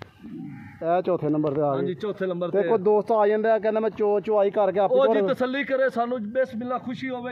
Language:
Punjabi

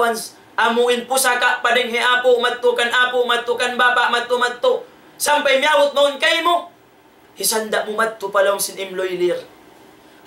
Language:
Tausug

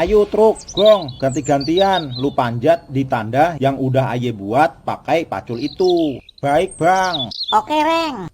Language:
Betawi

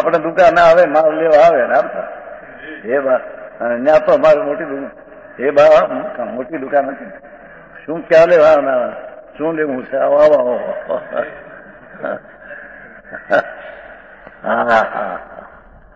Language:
Gujarati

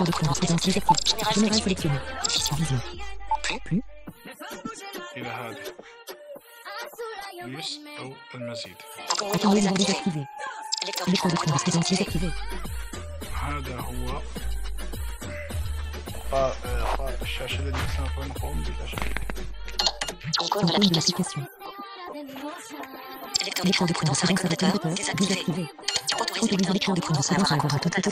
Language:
Arabic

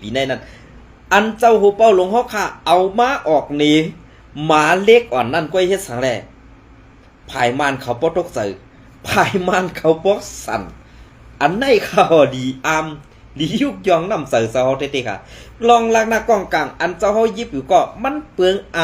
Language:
Shan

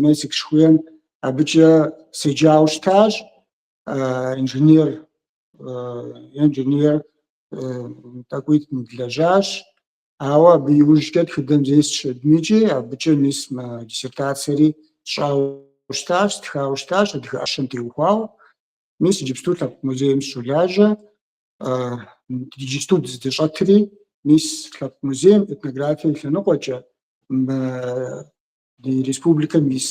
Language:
Kabardian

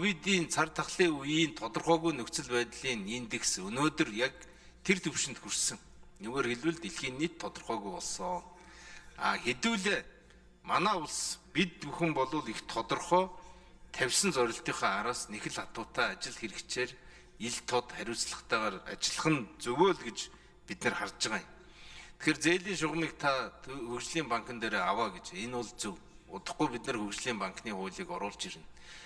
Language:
Mongolian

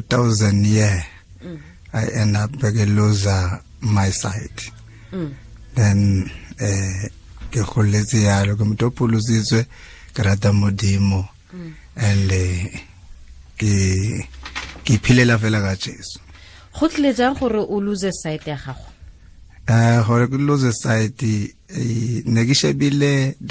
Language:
Tswana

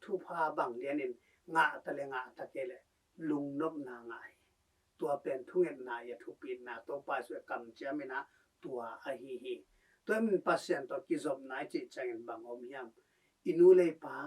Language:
Tedim Chin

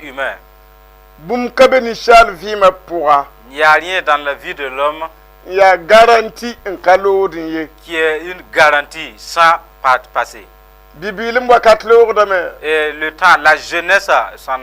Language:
Mossi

